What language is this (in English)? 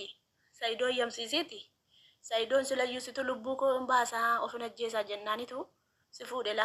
Oromo